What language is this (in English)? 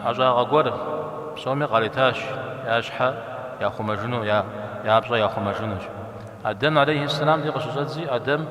Kabardian